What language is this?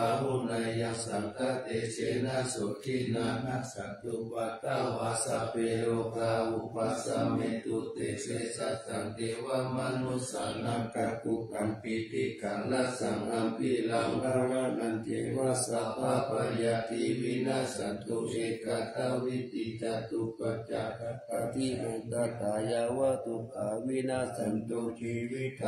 Pali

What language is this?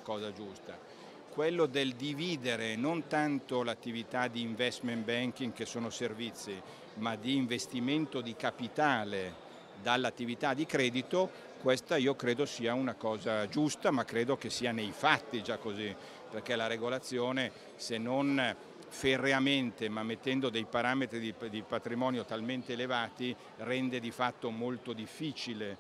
Italian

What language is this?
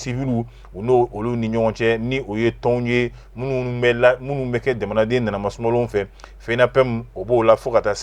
Bambara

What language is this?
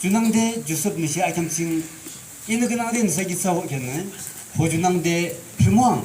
Yimchungru Naga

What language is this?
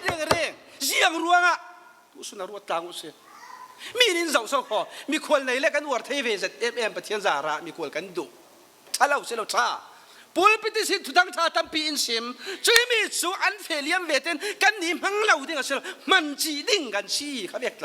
Falam Chin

